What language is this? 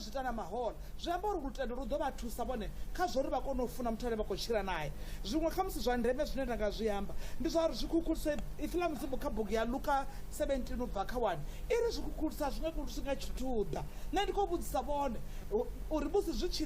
Venda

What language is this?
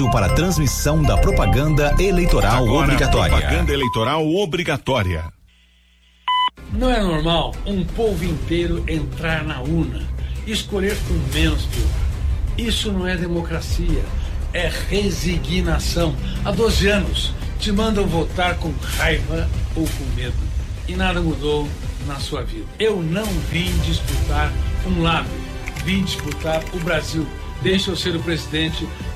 Portuguese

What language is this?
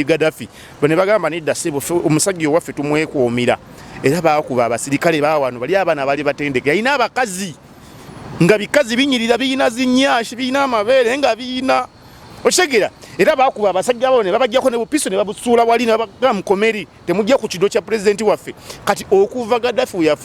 Ganda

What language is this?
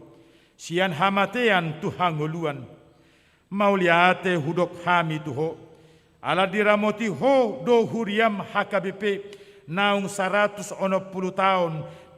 Batak Toba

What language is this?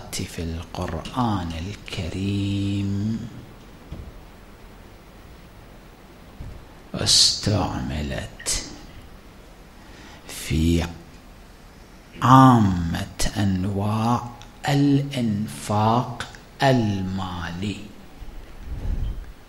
Arabic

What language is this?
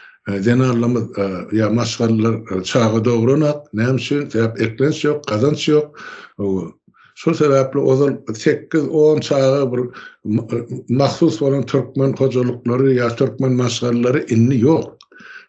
Turkmen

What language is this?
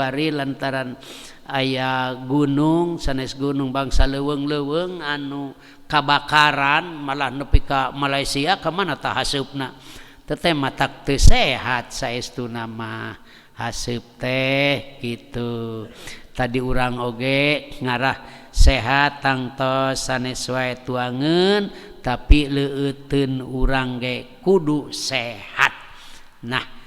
Sundanese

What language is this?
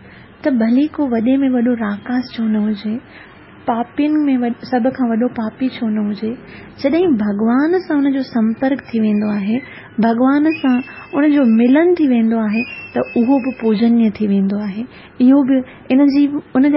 Sindhi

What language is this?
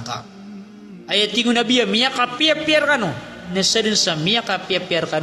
Maranao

